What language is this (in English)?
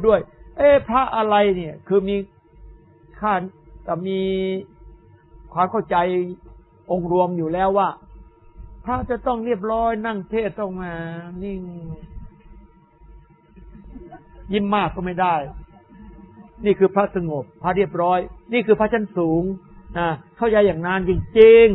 Thai